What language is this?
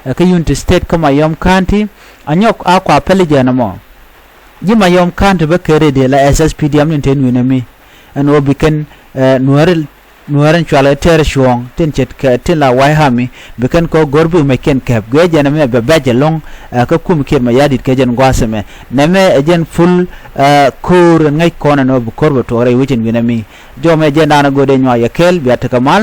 Nuer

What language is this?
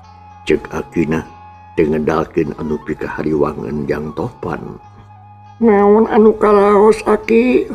Sundanese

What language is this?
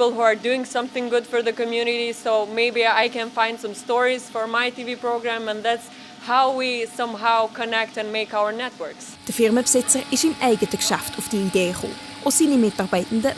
Swiss German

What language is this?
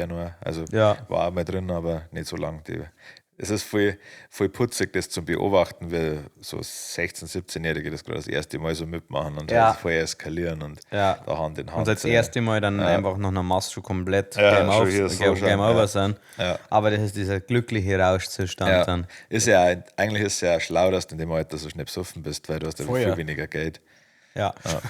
Bavarian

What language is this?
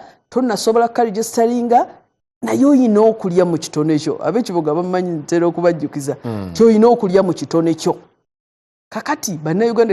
Ganda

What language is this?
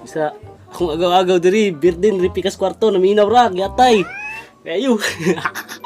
Cebuano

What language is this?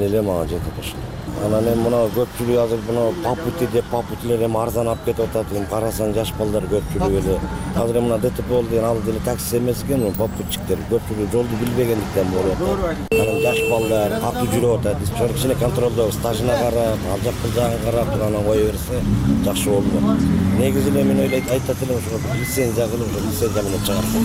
Kyrgyz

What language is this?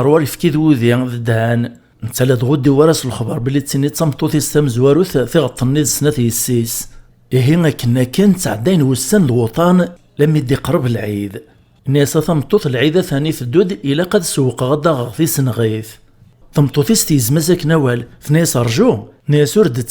Kabyle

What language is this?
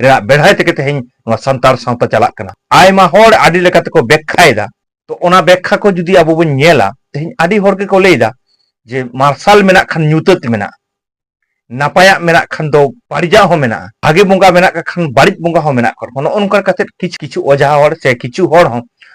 Santali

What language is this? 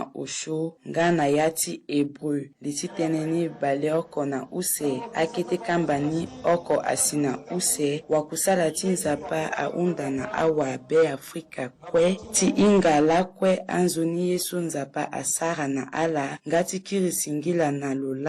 Sango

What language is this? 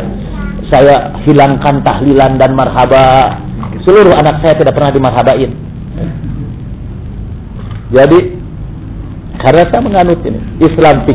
Indonesian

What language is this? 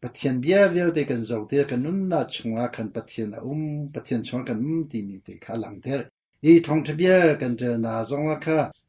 Hakha Chin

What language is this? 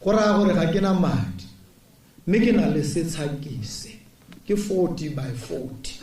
Tswana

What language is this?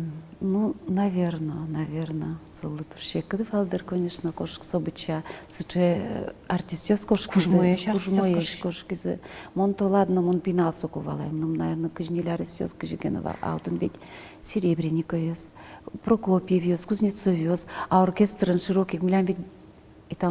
Udmurt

